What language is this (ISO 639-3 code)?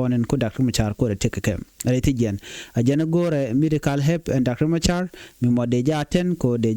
nus